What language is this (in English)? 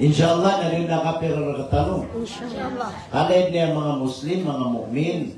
Maranao